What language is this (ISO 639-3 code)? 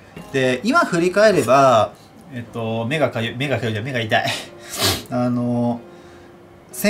jpn